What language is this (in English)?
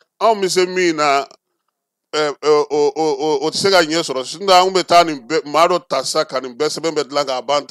Bambara